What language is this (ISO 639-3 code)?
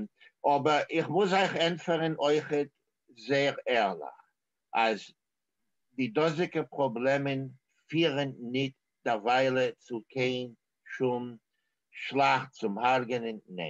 yid